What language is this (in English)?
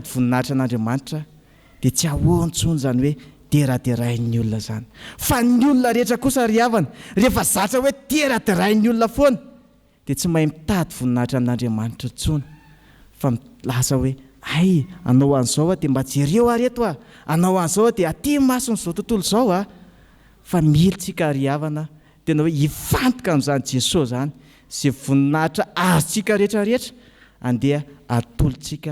Malagasy